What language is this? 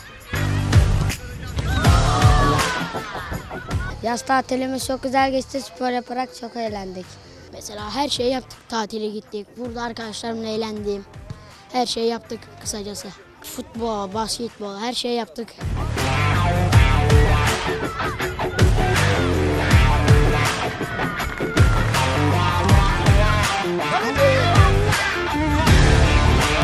Turkish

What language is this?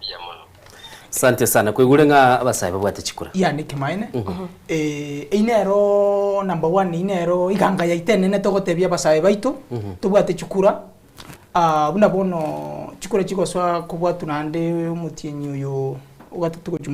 Gusii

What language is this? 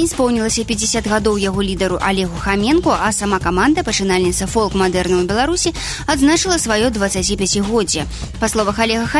Belarusian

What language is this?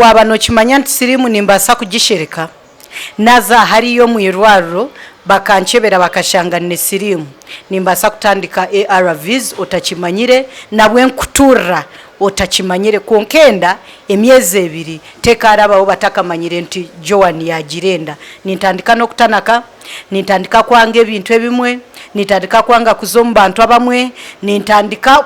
Nyankole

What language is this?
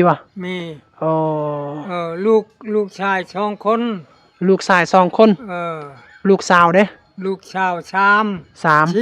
Lao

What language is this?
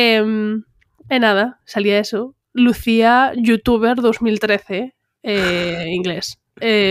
Galician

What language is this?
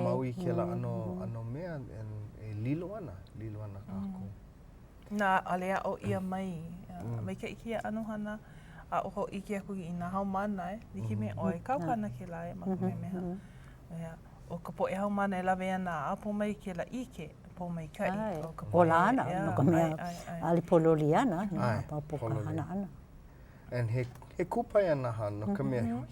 Hawaiian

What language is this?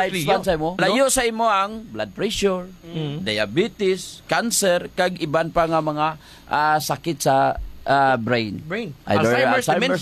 Hiligaynon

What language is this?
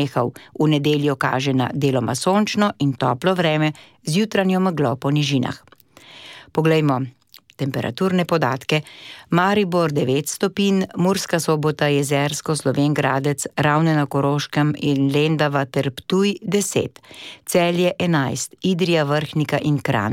Slovenian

